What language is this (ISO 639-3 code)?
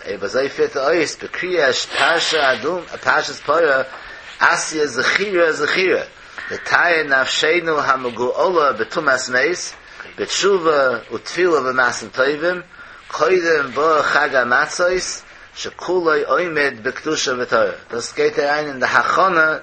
yid